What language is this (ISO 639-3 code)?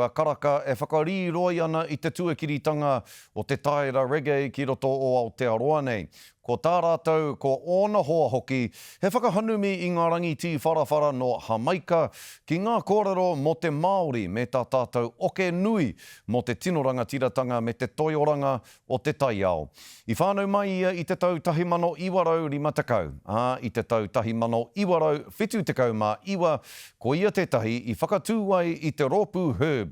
mri